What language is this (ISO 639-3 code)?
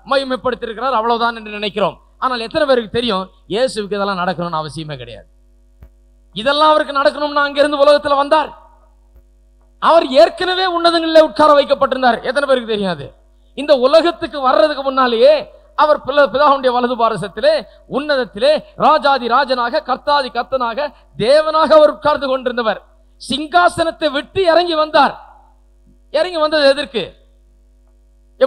tam